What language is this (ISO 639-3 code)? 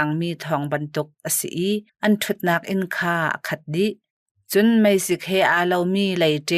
cnh